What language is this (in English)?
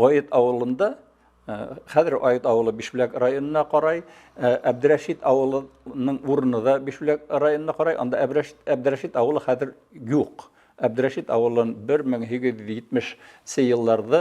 Bashkir